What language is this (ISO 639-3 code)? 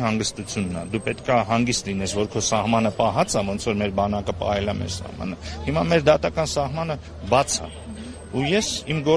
hye